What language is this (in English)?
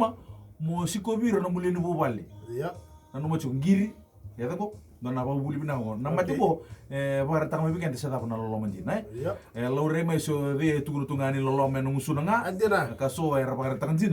Fijian